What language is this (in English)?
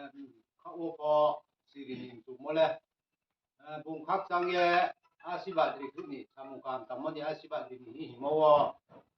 Riang (India)